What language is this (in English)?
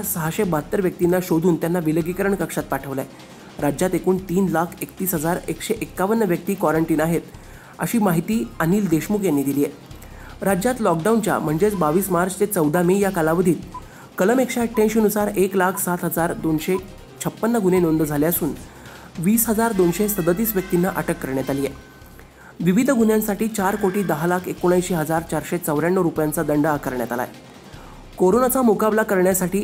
Marathi